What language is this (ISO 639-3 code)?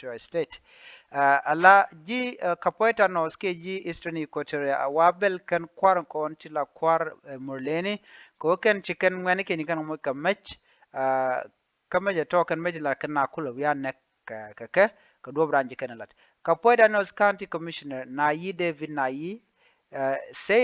nus